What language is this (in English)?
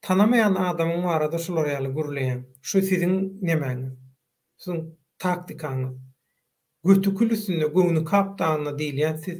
Turkmen